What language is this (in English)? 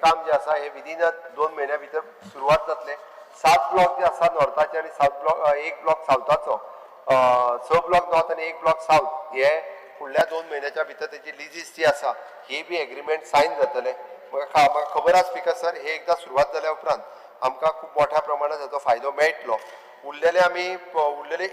Konkani